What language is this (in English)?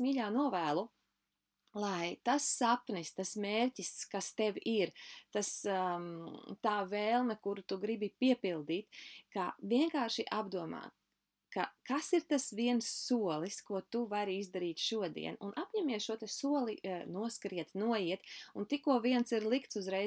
Latvian